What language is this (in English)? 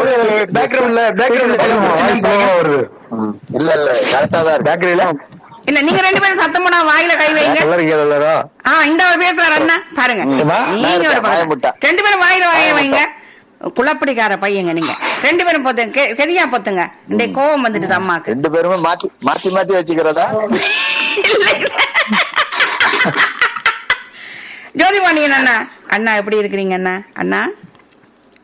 Tamil